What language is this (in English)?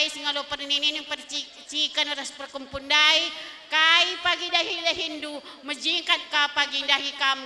Batak Karo